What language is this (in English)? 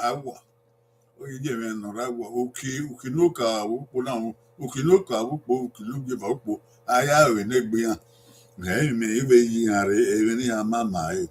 Bini